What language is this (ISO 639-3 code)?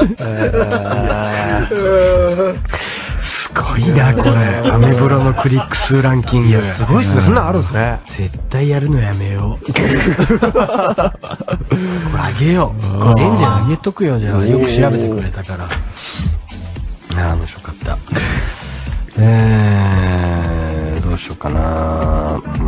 jpn